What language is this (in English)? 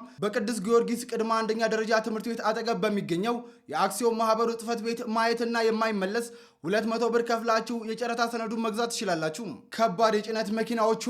Amharic